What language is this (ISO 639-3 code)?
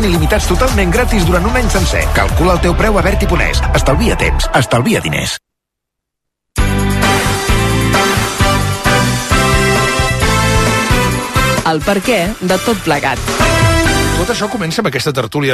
cat